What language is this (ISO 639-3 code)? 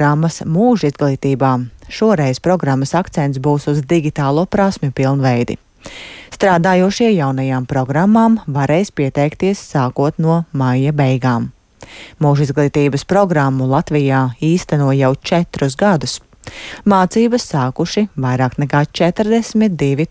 lav